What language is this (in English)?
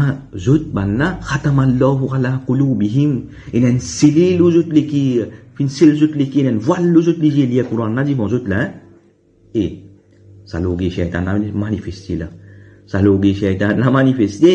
Morisyen